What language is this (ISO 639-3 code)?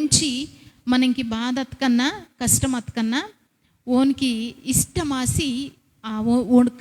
kff